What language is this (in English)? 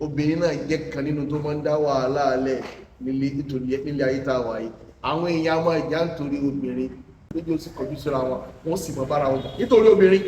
Yoruba